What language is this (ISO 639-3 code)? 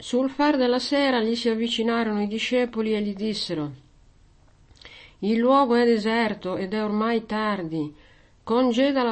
ita